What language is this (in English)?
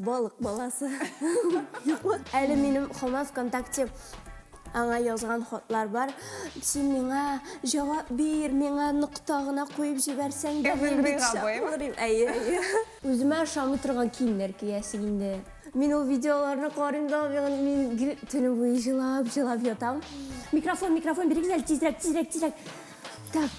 Tatar